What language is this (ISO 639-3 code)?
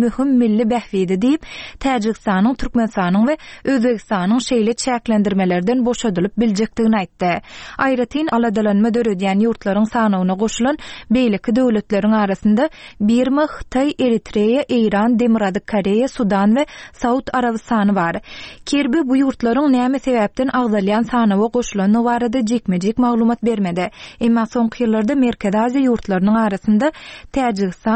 tuk